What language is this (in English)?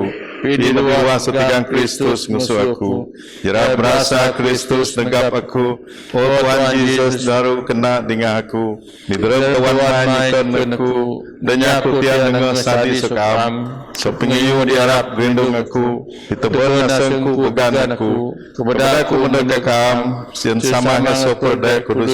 Biatah Bidayuh